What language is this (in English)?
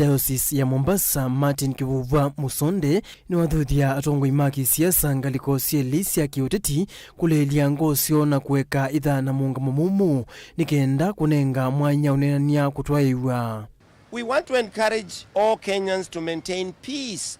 Kamba